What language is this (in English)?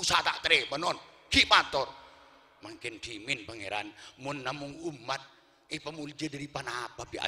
Madurese